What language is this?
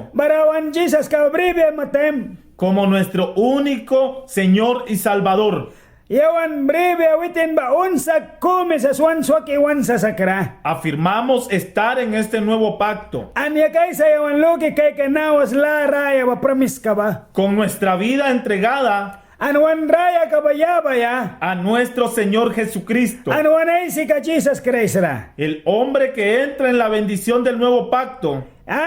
Mískito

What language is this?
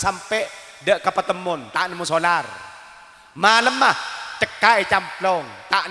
Madurese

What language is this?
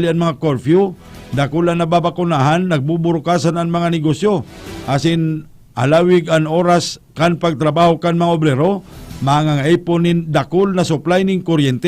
Bikol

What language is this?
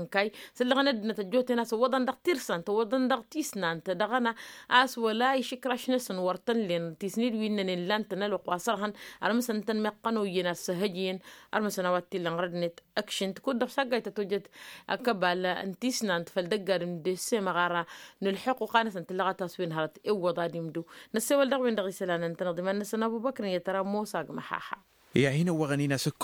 Tamasheq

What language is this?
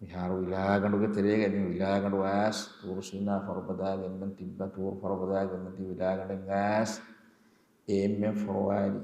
Divehi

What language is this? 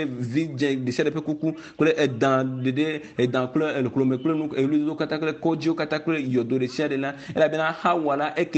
Ewe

